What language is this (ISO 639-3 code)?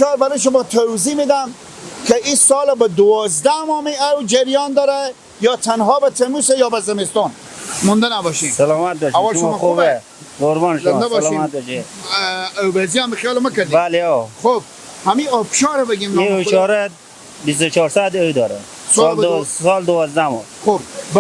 fas